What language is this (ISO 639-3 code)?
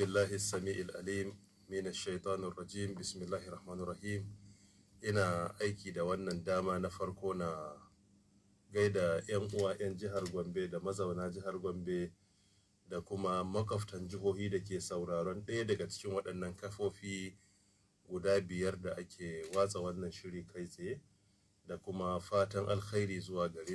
hau